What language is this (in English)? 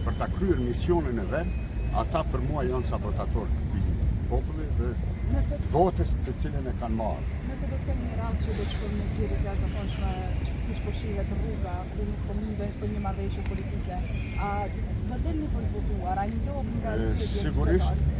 Albanian